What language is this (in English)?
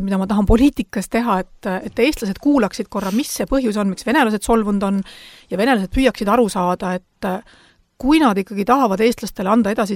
Estonian